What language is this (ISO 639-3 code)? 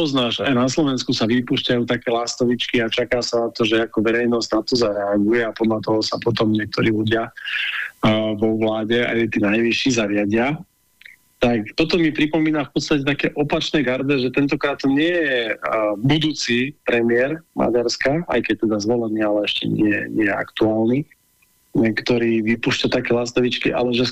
slk